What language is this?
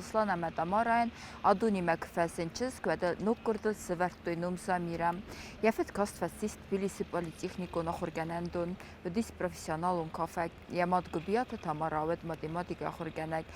Ossetic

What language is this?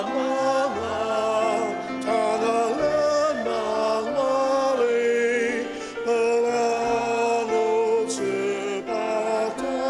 Ao Naga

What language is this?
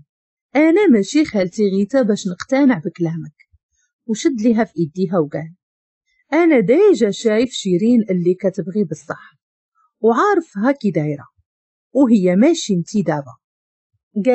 Moroccan Arabic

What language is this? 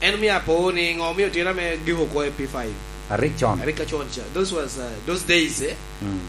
Lango (Uganda)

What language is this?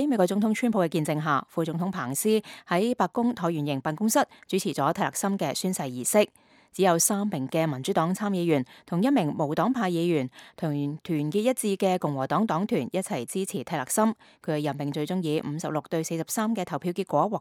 Cantonese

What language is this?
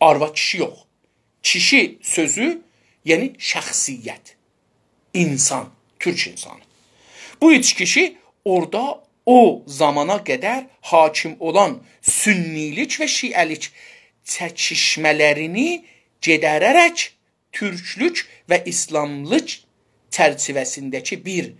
South Azerbaijani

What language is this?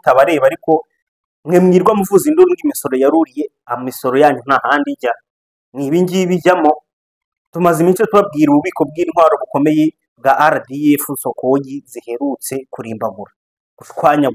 Kinyarwanda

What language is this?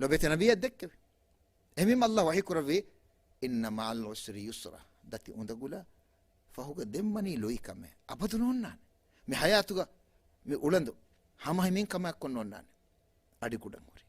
Divehi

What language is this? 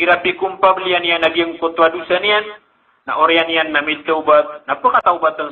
Maranao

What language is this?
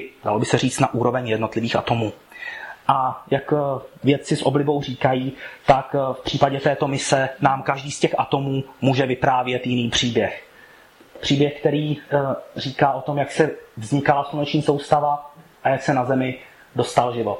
Czech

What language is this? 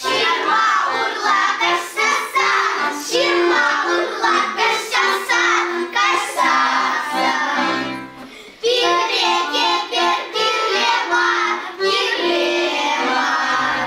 Chuvash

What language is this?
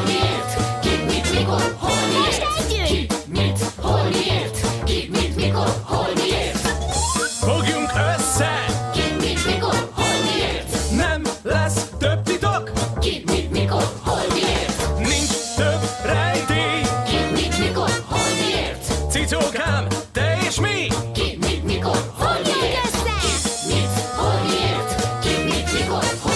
Hungarian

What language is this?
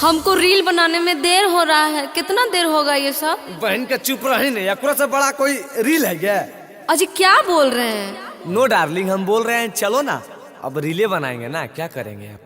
Magahi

